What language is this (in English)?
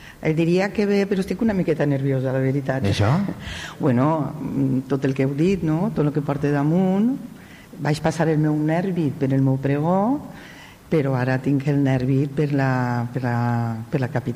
Catalan